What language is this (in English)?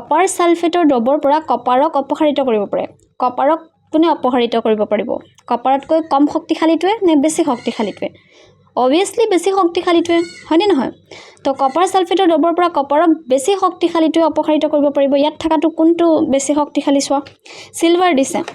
Assamese